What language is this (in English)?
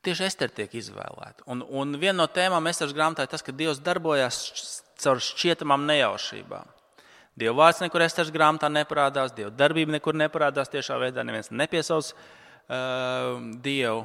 Latvian